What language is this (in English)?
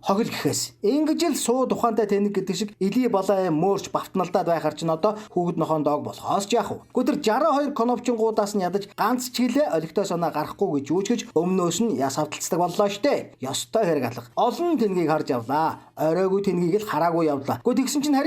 Mongolian